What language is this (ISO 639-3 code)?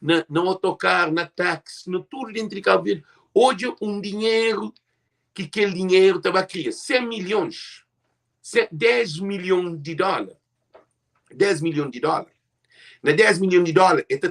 kea